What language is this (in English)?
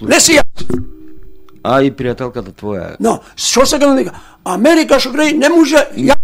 Macedonian